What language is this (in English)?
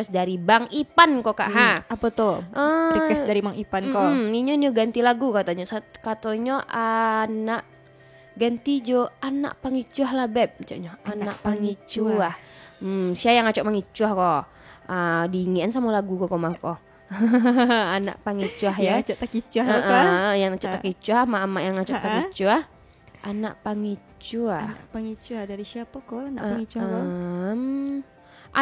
Minangkabau